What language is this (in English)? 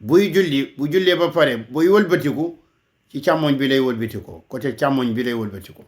Wolof